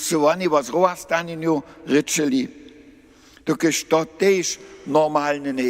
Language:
Upper Sorbian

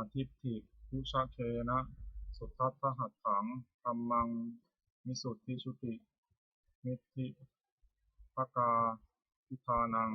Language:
Pali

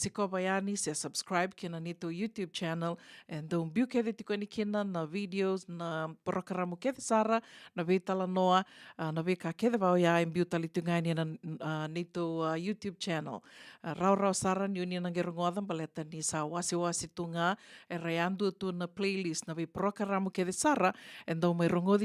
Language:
Fijian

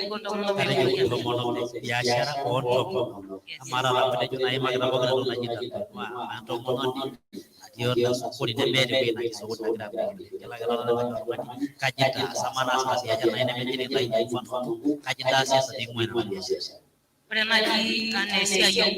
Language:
Masai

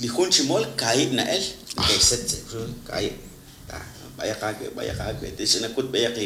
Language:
Kekchí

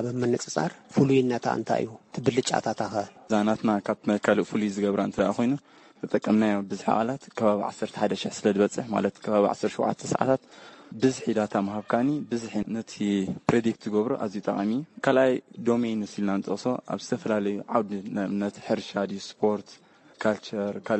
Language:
Tigrinya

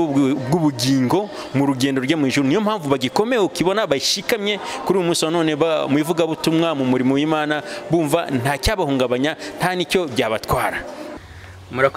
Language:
Kinyarwanda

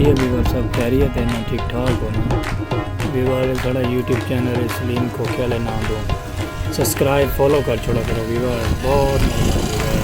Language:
Saraiki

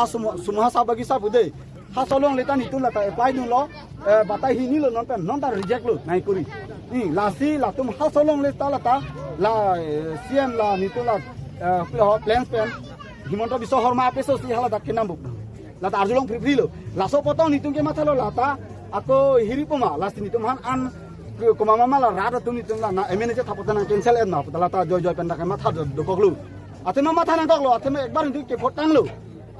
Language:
Karbi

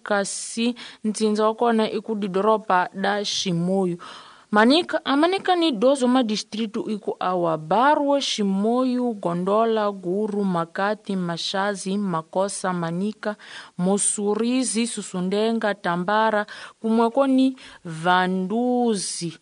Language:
Tsonga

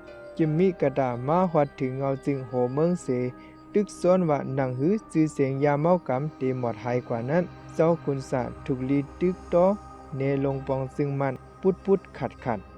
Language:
Shan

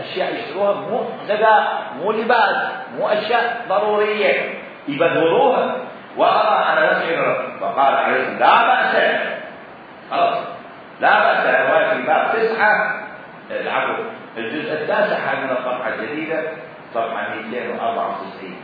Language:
Mesopotamian Arabic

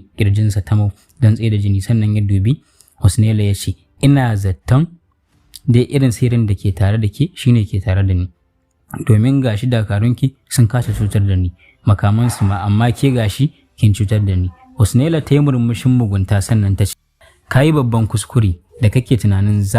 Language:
Hausa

